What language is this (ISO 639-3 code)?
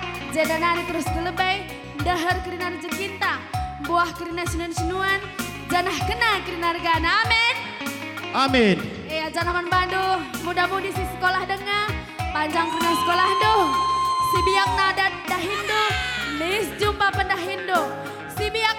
btx